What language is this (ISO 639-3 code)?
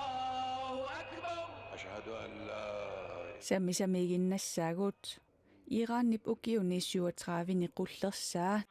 kal